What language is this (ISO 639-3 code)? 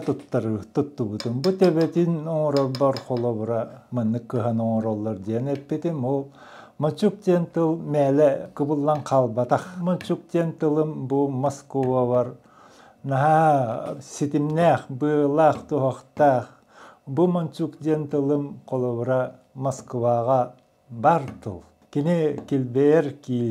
sah